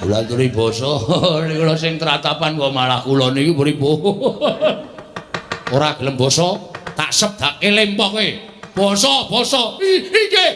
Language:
Javanese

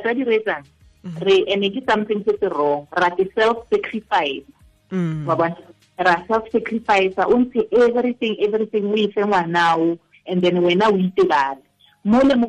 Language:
Tswana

